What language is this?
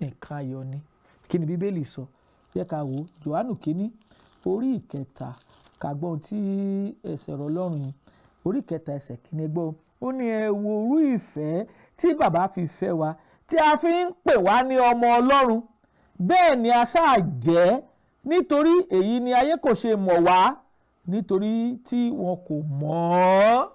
Yoruba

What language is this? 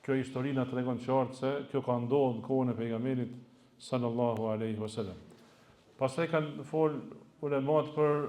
Albanian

